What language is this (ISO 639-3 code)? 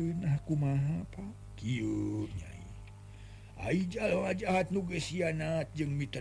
sun